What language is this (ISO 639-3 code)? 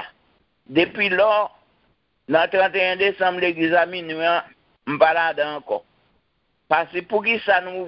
hat